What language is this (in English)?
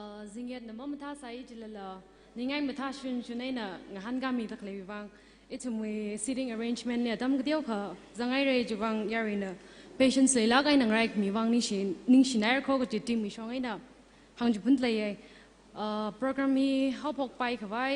Tangkhul Naga (India)